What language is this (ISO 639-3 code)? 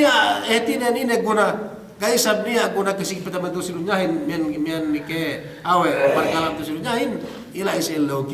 yka